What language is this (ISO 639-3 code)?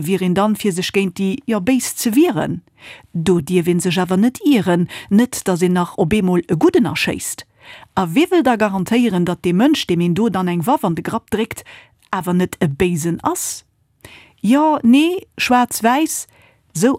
ltz